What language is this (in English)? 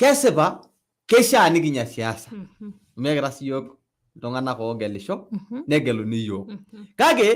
Masai